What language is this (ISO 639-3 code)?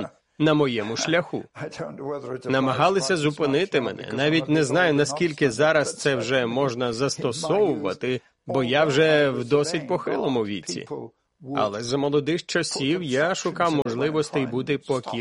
ukr